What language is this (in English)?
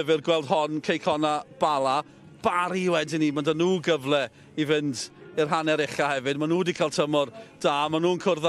Welsh